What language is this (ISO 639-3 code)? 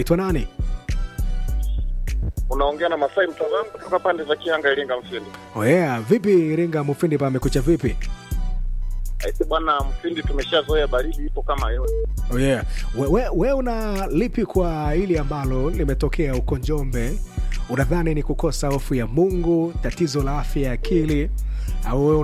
swa